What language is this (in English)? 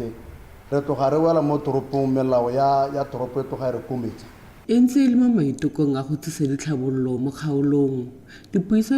Tswana